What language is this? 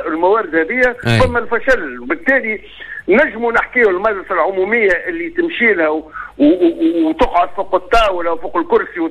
Tunisian Arabic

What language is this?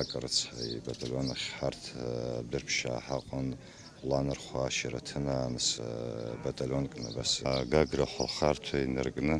Abkhazian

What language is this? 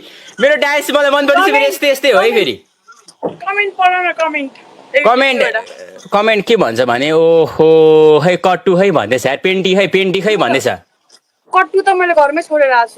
Nepali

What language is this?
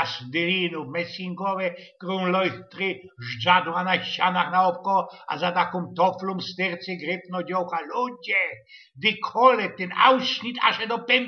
Silesian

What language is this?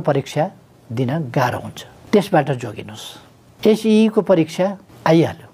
Nepali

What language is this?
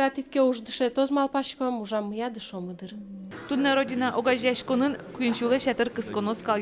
Udmurt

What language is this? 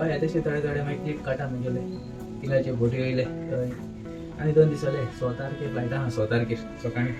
Konkani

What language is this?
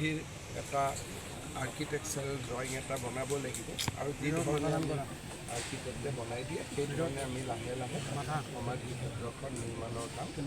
Assamese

